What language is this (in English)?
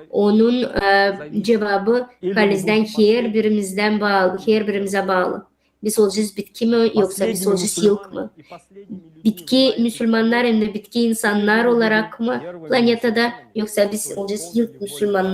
Gagauz